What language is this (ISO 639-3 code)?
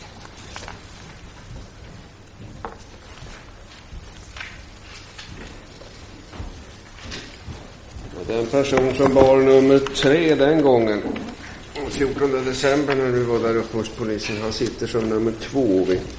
swe